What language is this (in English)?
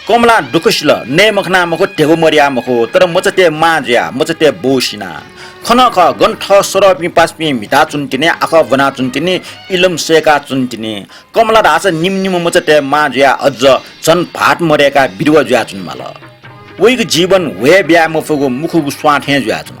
Newari